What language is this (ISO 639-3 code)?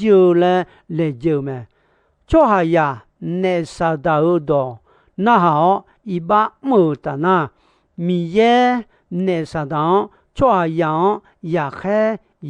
ahk